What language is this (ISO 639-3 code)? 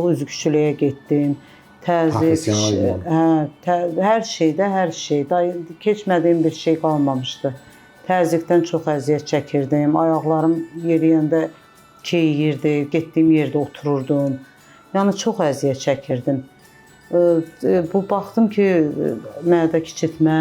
aze